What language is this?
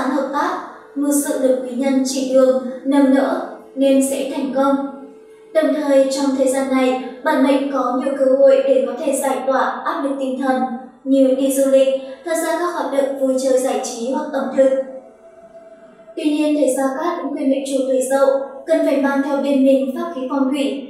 Vietnamese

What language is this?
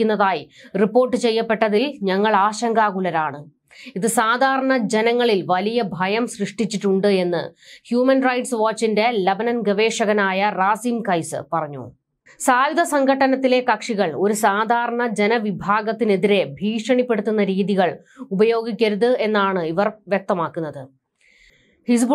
Malayalam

